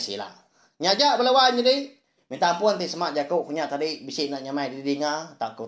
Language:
Iban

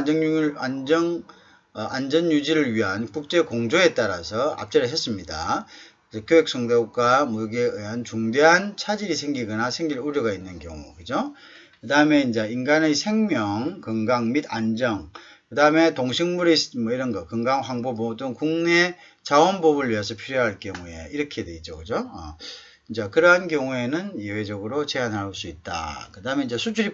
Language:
Korean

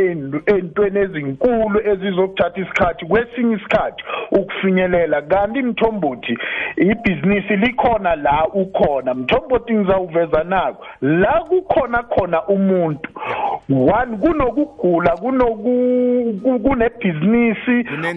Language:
South Ndebele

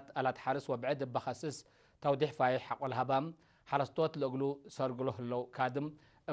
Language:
Tigre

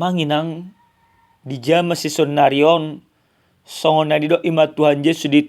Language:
Batak Toba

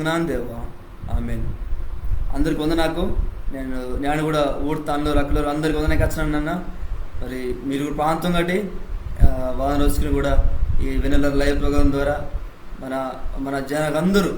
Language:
Koya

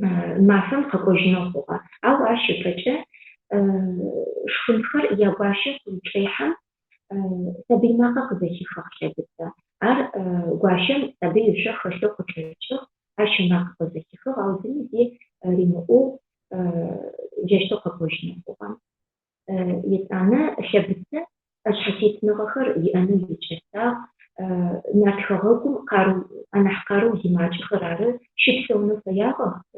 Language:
Adyghe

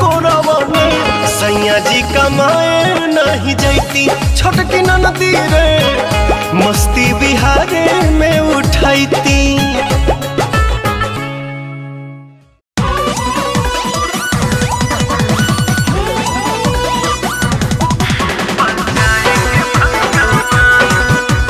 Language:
Bhojpuri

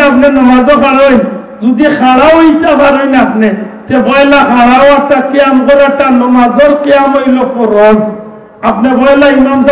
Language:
Sylheti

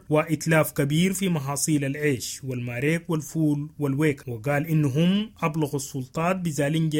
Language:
Sudanese Arabic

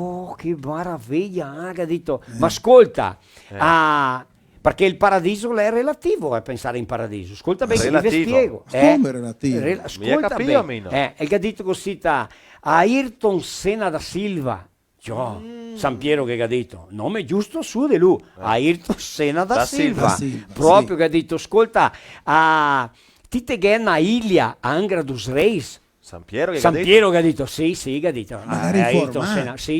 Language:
Venetian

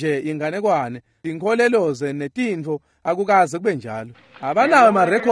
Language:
Swati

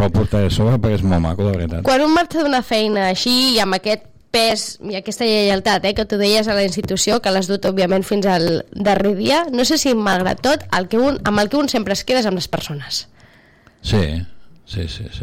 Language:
Catalan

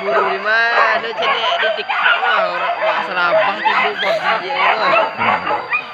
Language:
Minangkabau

